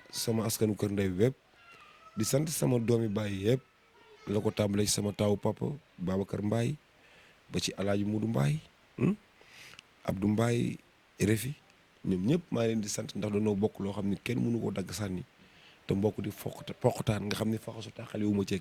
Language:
Wolof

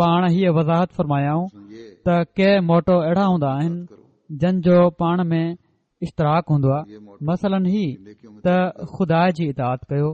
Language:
Sindhi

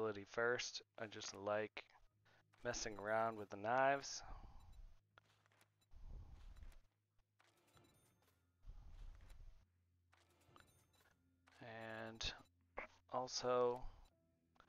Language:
English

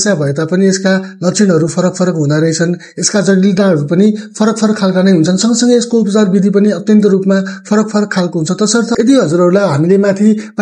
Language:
Nepali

